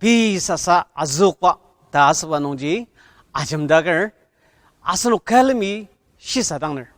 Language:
Ao Naga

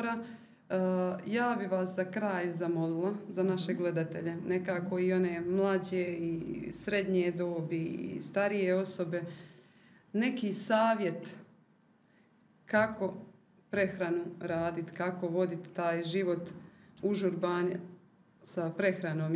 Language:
Croatian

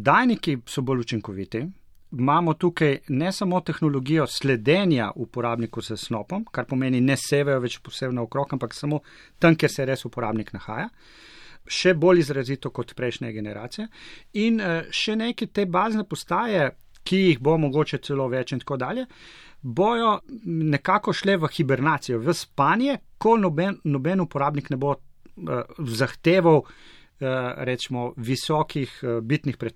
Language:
Slovenian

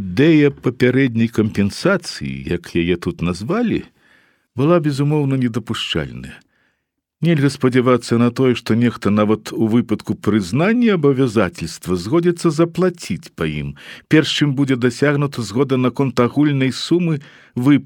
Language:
Belarusian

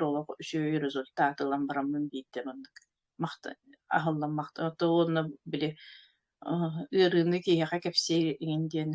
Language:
Yakut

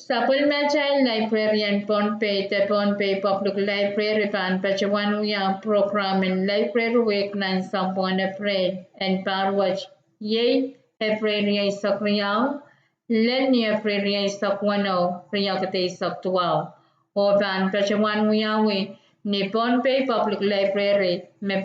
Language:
Pohnpeian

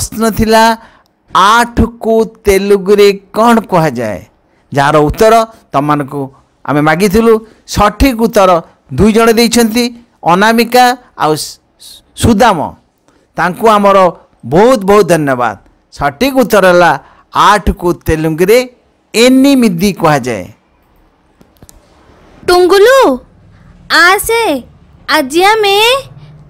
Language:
Odia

